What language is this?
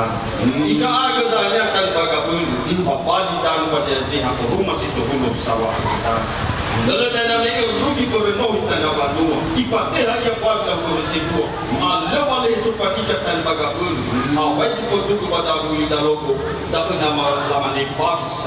Nias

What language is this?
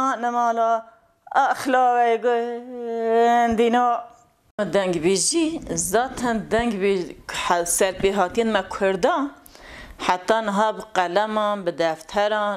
Kurdish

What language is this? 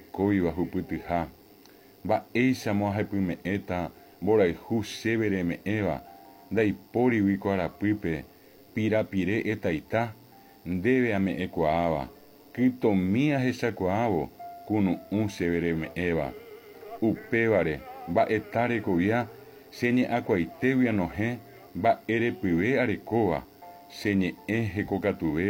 Guarani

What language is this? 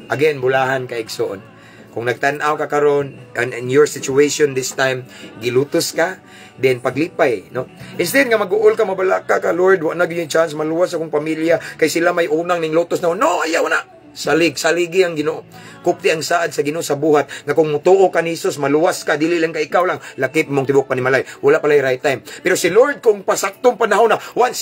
Cebuano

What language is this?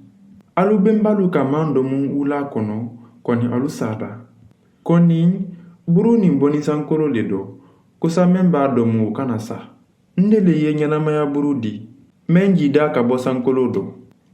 Mandingo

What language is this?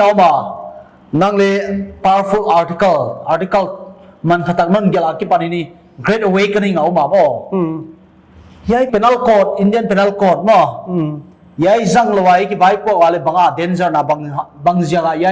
Paite Chin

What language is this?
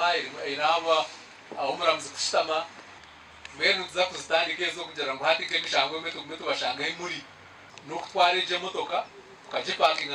Nyankole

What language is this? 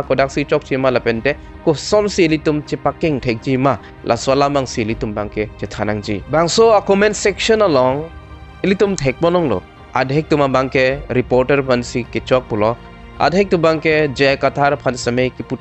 Karbi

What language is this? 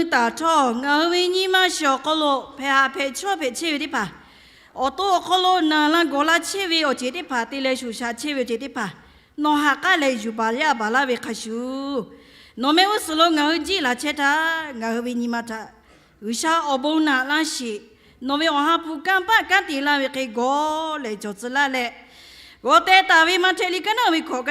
Lahu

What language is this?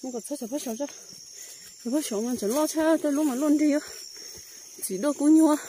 Hmong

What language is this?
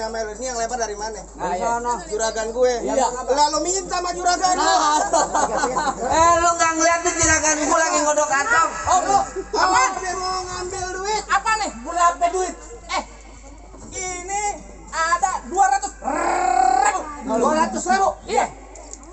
Betawi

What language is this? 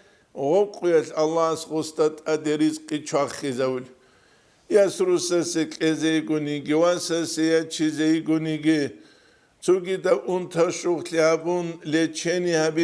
Avaric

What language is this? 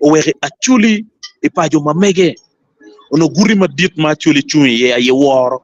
Acoli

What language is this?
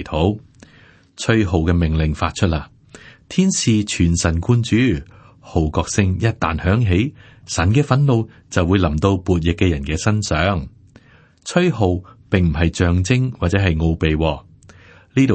Cantonese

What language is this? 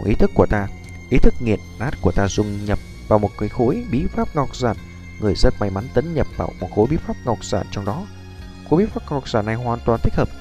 Vietnamese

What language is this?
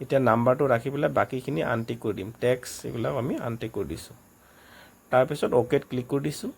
Assamese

